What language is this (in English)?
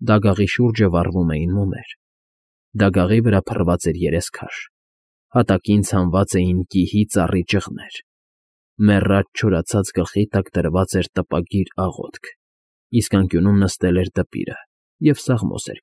Armenian